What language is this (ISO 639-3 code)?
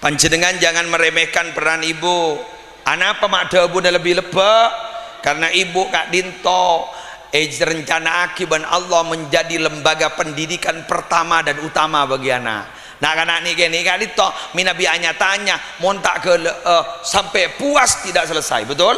mad